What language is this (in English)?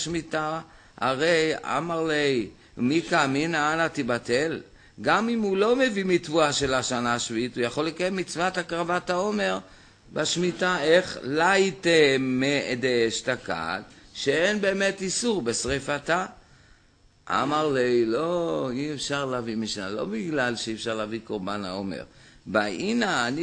Hebrew